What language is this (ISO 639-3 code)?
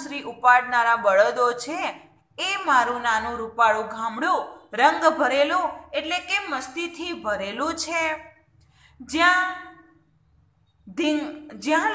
guj